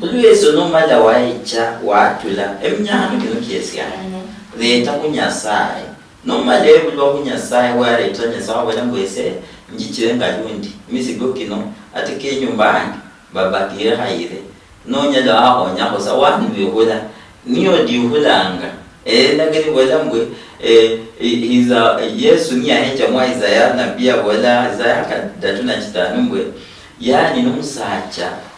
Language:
Luyia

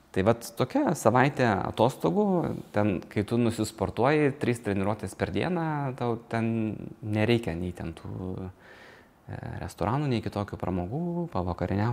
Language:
Lithuanian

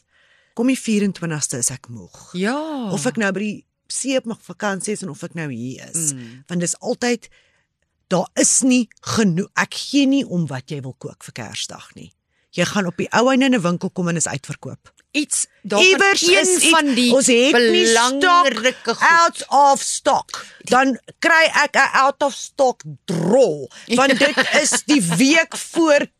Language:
Afrikaans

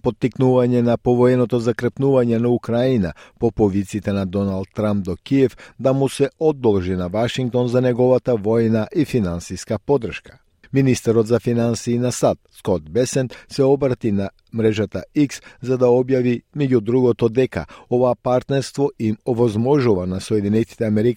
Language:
Macedonian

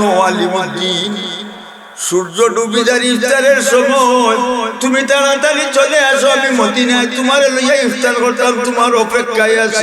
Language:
Sylheti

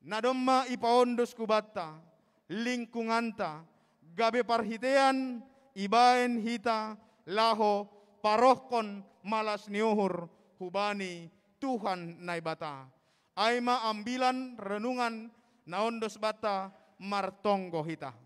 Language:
Batak Simalungun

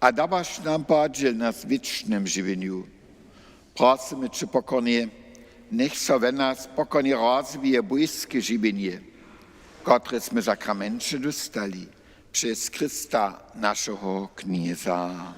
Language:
Upper Sorbian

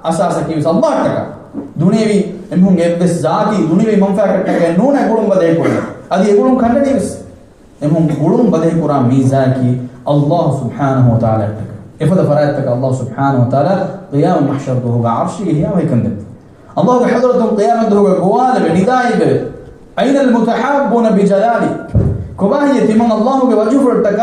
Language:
Divehi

